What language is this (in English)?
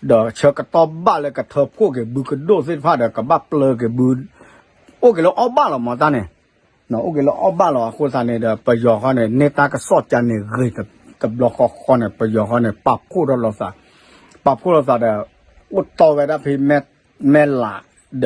S'gaw Karen